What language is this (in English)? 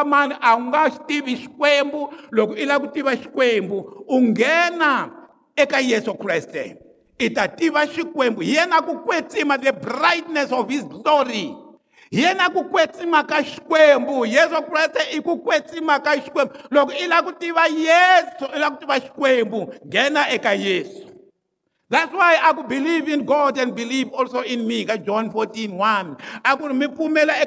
Tsonga